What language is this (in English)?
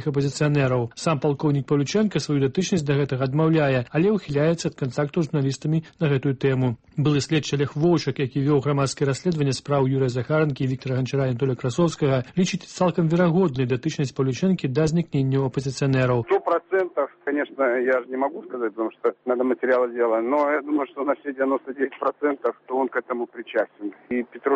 Belarusian